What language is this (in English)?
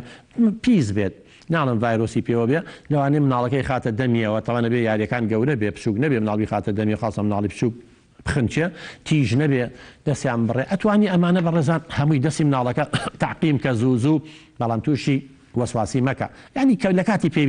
Central Kurdish